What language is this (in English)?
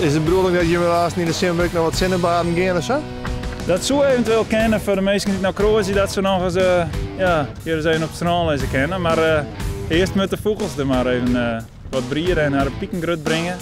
Western Frisian